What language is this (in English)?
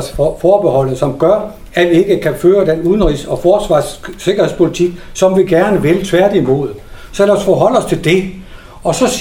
Danish